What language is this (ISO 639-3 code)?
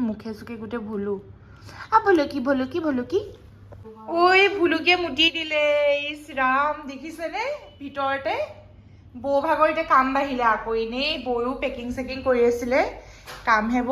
asm